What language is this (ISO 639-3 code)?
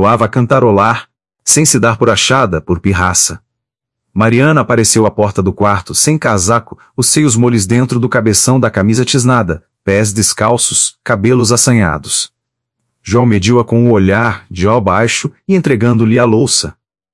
por